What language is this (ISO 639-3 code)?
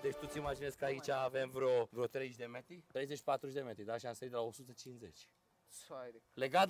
ron